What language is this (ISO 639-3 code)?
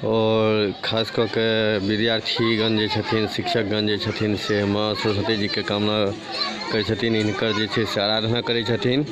mai